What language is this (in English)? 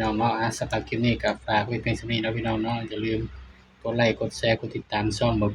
Northeastern Thai